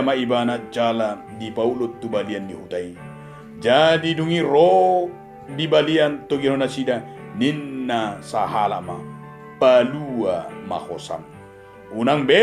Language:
Batak Toba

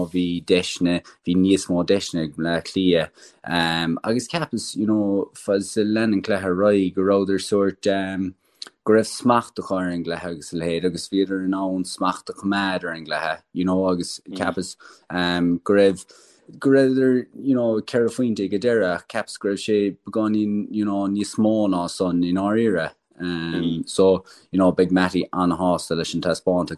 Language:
Irish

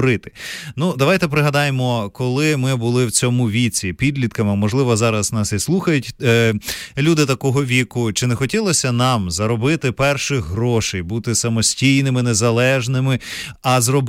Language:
Ukrainian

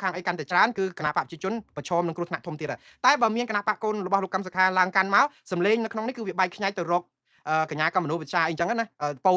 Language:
Khmer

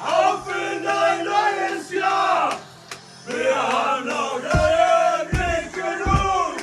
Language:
Bavarian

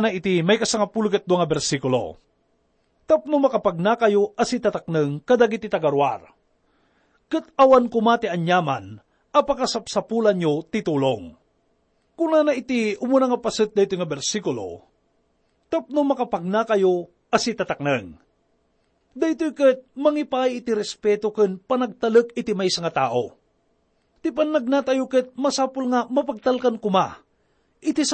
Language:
Iloko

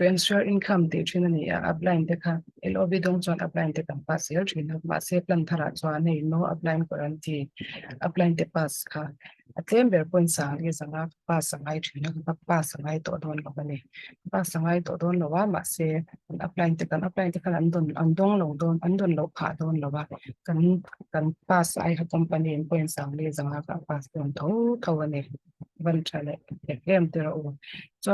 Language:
Mizo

